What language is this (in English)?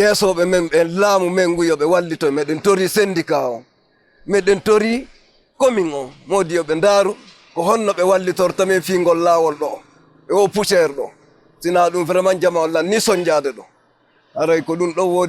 Fula